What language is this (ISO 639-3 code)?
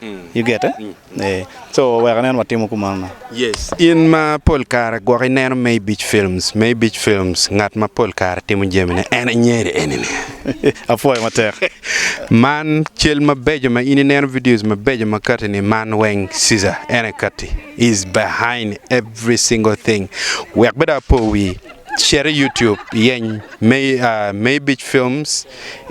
ach